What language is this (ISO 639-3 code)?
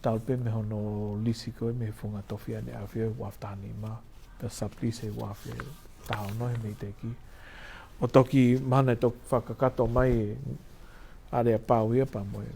ton